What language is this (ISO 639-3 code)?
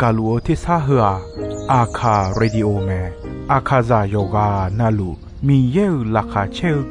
ahk